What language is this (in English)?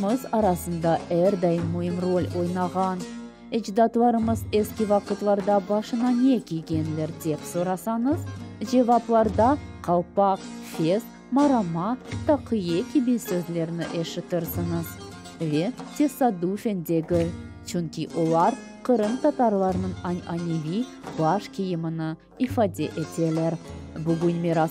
Crimean Tatar